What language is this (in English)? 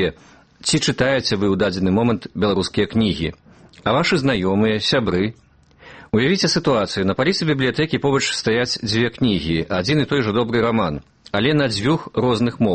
Belarusian